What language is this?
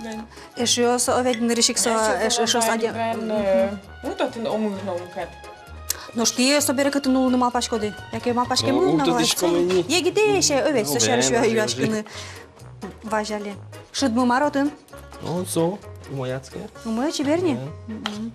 Udmurt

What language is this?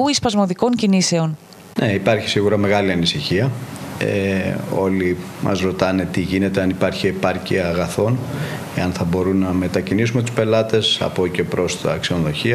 Greek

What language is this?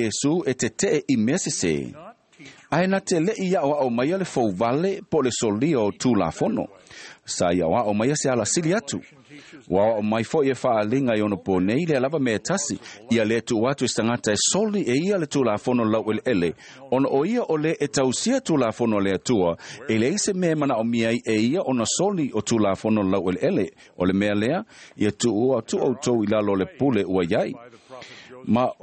Samoan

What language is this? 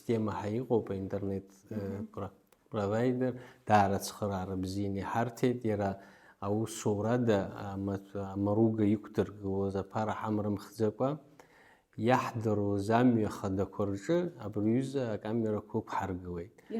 Abkhazian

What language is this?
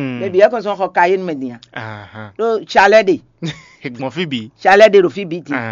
Fon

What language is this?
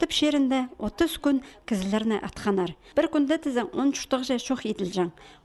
Khakas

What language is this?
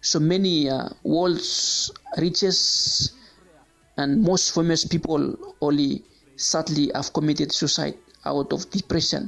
Bislama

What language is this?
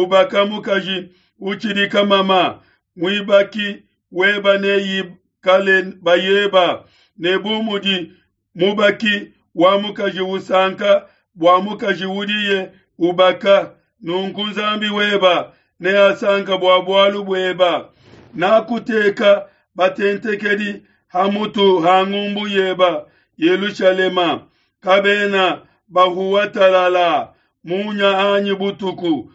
Luba-Lulua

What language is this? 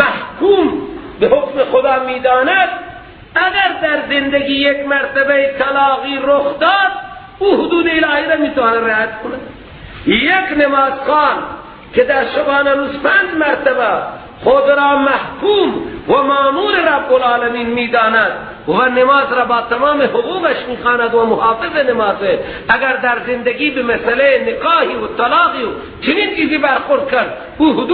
Persian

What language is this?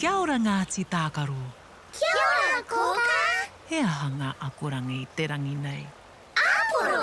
Māori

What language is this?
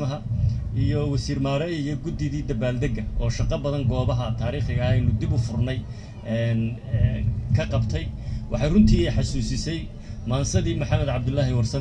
Somali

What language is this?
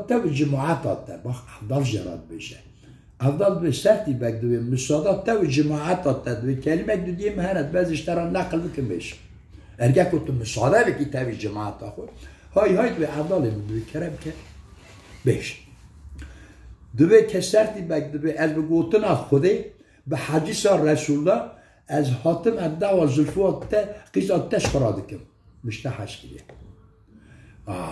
Kurdish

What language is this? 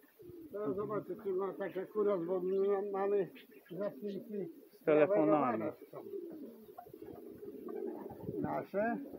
Polish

